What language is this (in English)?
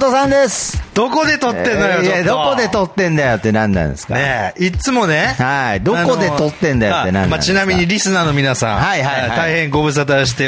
Japanese